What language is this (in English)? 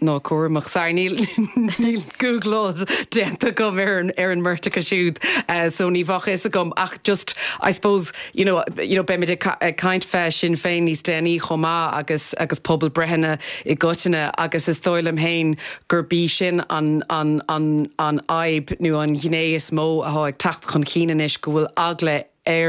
Irish